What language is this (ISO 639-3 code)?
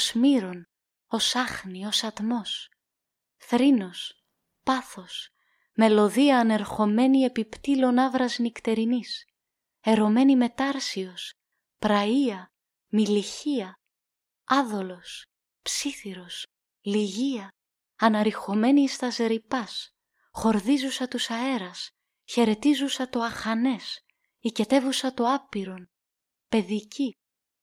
ell